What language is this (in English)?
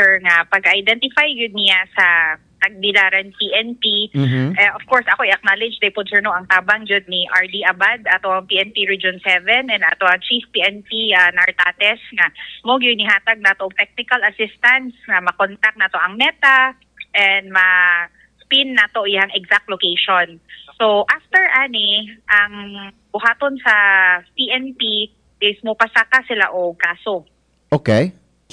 Cebuano